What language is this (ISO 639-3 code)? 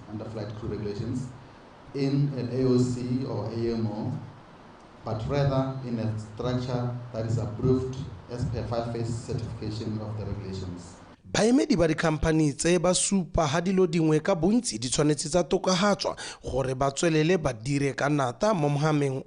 tsn